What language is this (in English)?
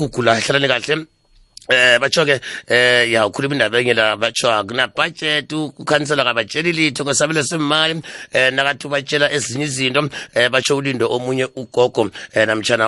South Ndebele